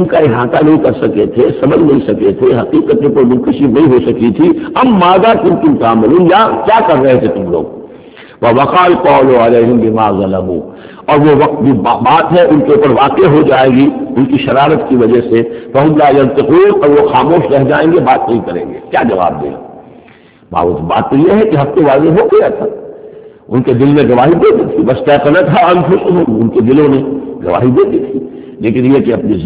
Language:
Urdu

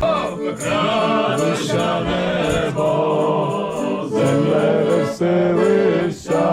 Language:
Rusyn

